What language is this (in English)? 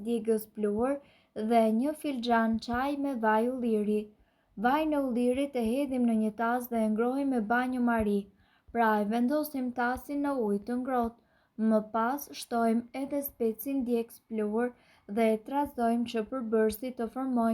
Albanian